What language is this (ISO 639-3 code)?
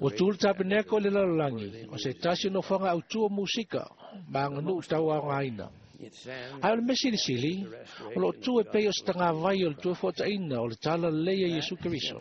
smo